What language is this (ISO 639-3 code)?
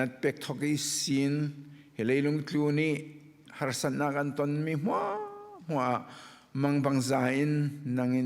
cfm